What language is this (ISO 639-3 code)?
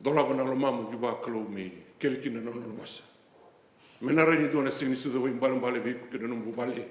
fij